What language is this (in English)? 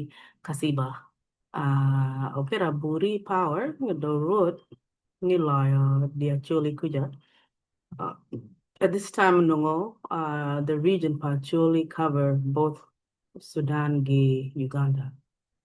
Acoli